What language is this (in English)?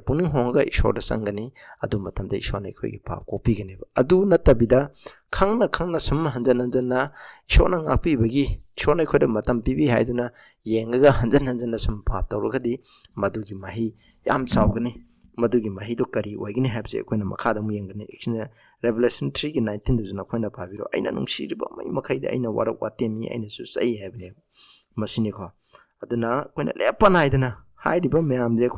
Manipuri